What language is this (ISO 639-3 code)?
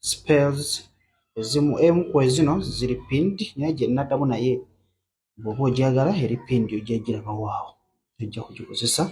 lug